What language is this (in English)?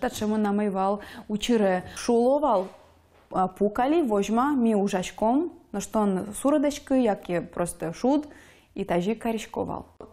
Udmurt